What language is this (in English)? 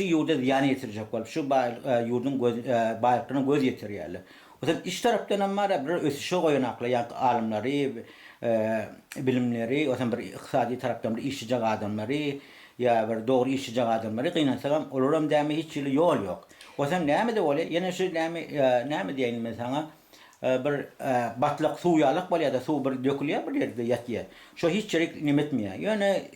Turkmen